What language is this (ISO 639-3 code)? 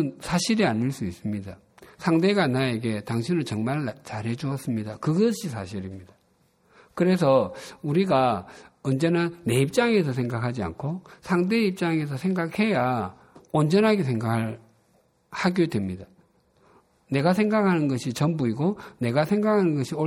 kor